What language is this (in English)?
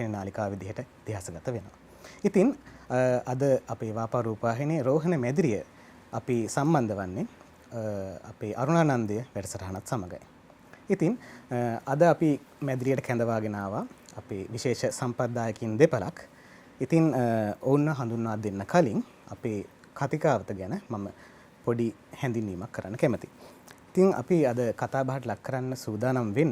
Sinhala